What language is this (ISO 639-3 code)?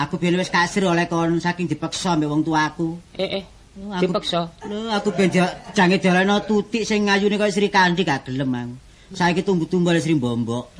jav